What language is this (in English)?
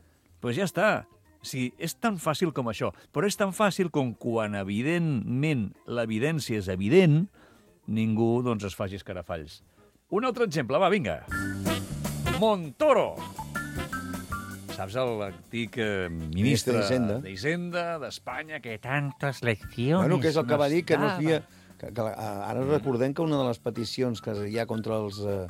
Catalan